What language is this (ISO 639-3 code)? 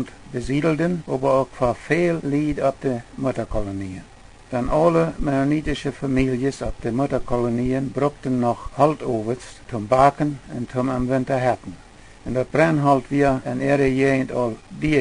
pdt